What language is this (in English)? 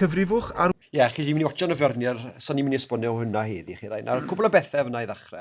Welsh